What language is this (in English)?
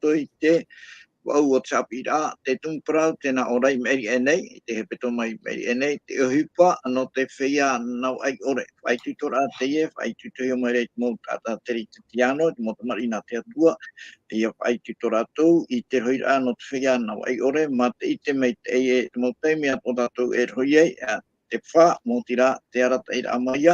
Tahitian